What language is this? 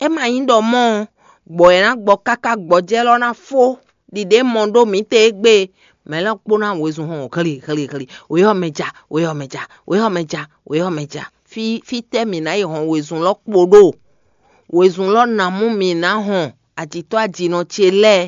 Fon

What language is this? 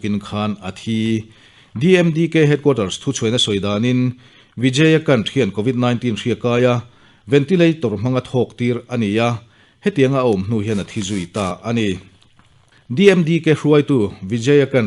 Mizo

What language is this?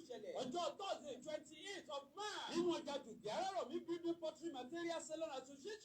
Yoruba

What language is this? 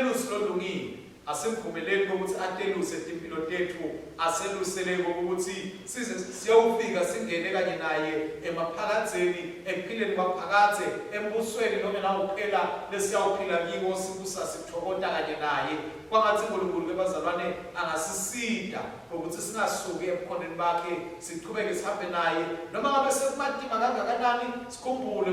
Swati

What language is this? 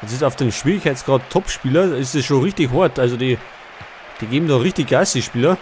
Bavarian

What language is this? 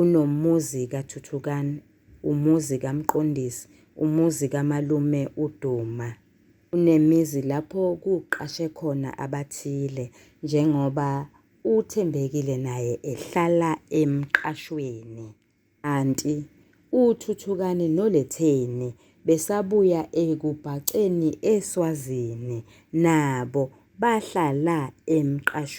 Zulu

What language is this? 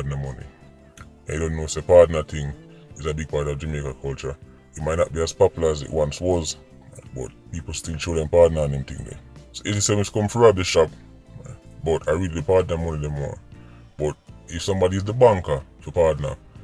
Jamaican Creole English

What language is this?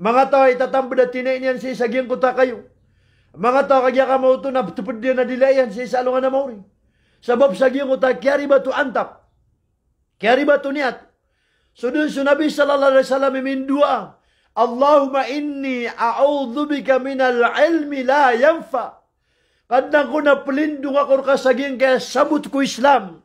Maranao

